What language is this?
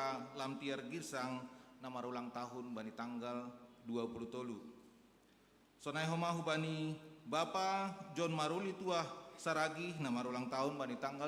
Batak Simalungun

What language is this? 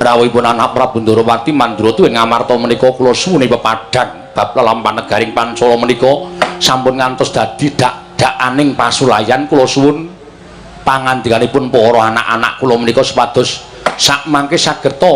Javanese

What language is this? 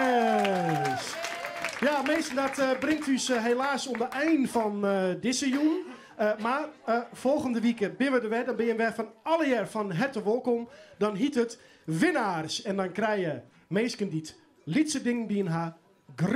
Western Frisian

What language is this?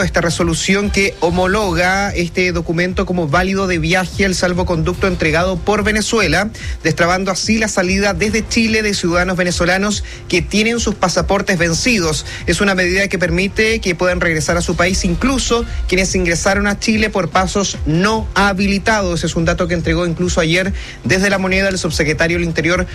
Spanish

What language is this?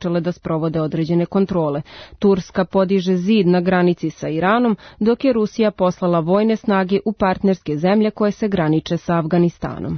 Serbian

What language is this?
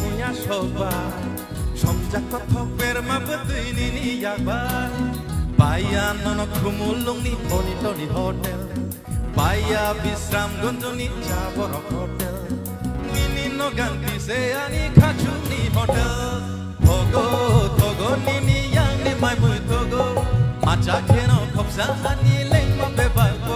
Kok Borok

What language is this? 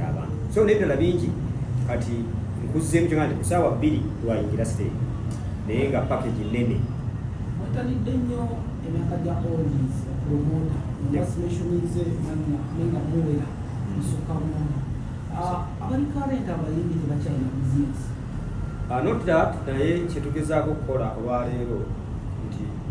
Ganda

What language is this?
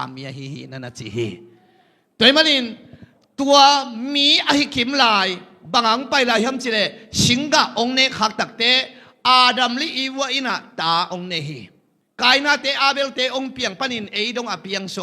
Tedim Chin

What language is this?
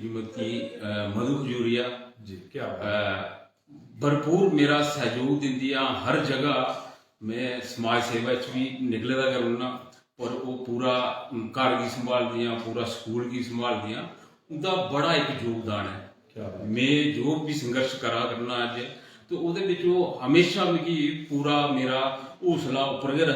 Dogri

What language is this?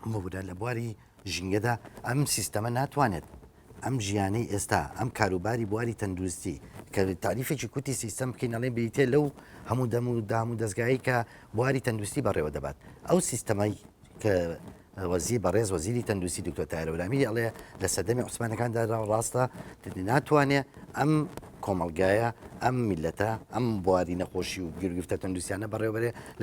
Central Kurdish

